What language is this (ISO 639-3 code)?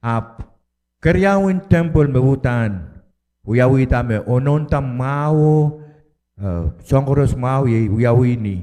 pon